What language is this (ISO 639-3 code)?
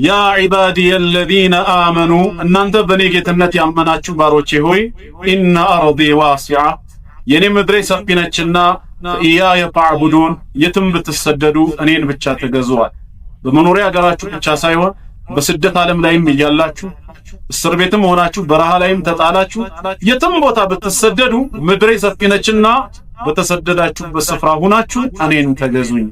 amh